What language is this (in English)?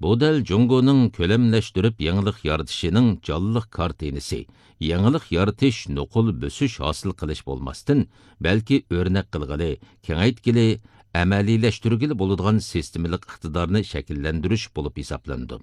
Uyghur